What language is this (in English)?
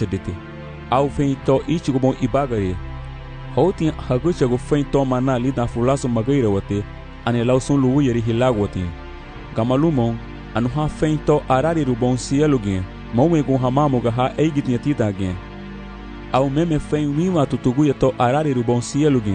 Garifuna